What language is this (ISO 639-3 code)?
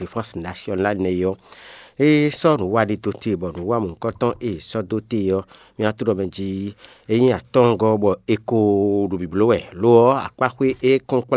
fon